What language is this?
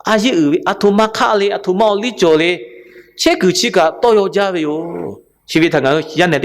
Lahu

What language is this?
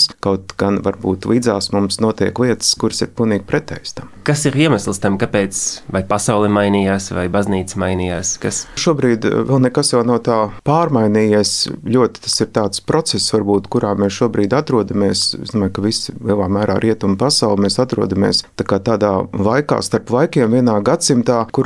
Latvian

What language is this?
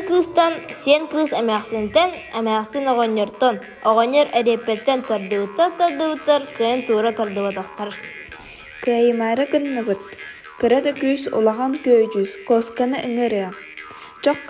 Yakut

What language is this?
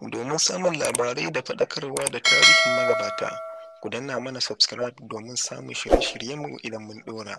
Hausa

